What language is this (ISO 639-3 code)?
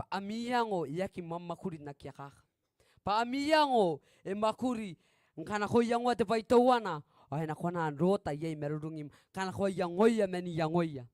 gil